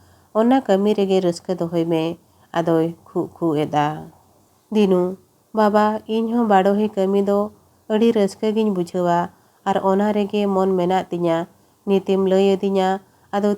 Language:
Santali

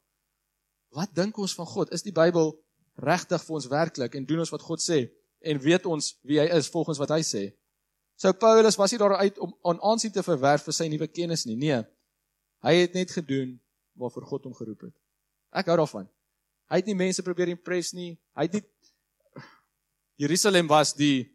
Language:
Afrikaans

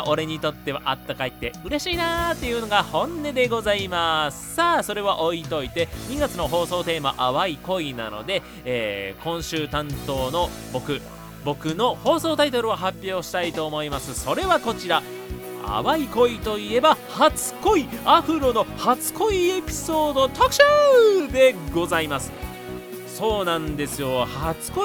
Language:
Japanese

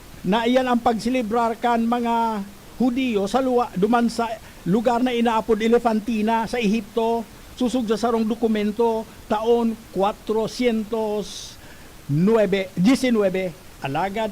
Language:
Bikol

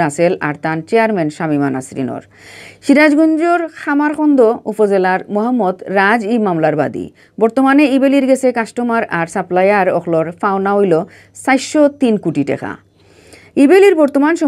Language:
Sylheti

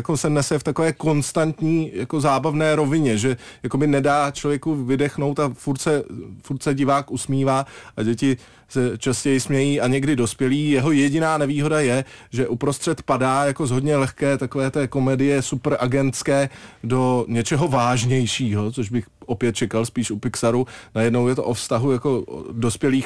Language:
Czech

